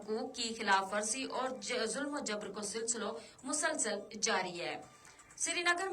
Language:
Gujari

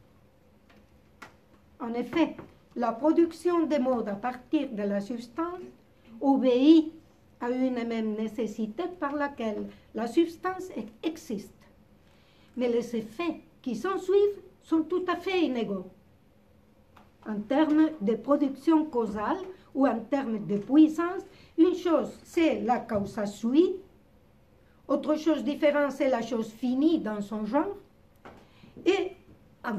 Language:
French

